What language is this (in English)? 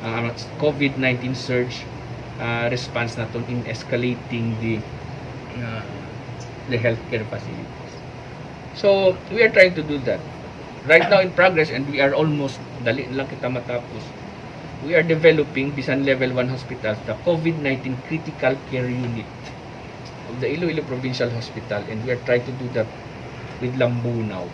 Hiligaynon